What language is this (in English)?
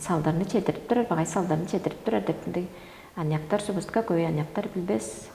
Tuvinian